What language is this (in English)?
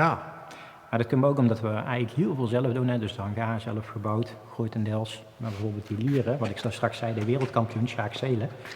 Limburgish